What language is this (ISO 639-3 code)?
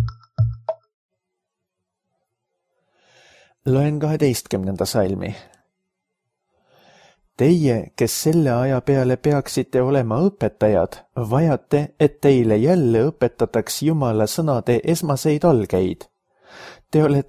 est